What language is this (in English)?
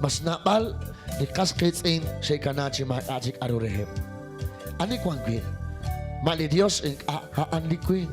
Kekchí